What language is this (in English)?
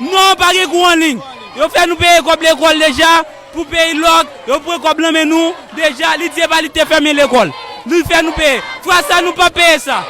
Haitian Creole